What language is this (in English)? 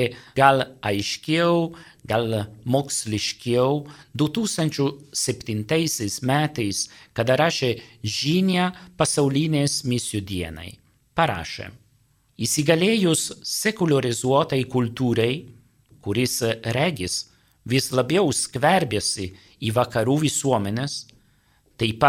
Lithuanian